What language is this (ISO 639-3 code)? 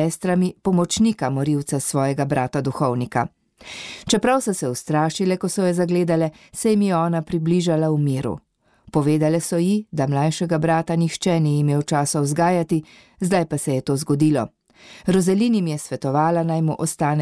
slv